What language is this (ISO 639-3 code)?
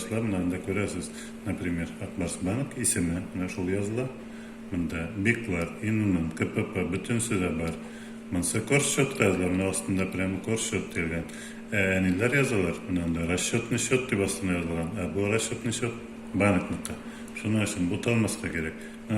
tat